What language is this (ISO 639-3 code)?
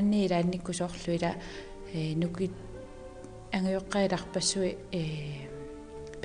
kal